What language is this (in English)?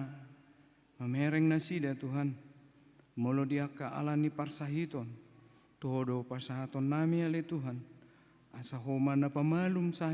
Batak Toba